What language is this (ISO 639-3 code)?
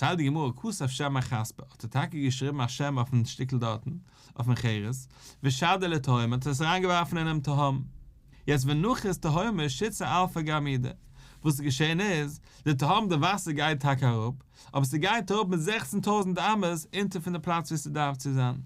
yid